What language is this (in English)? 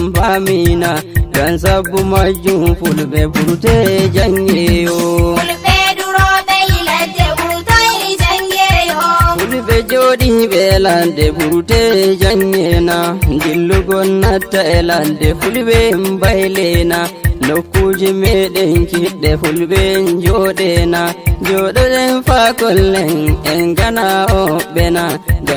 Nigerian Fulfulde